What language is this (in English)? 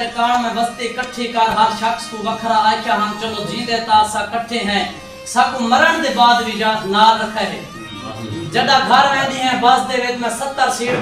Saraiki